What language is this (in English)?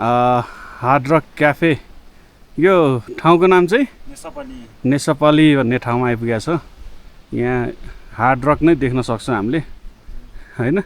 Nepali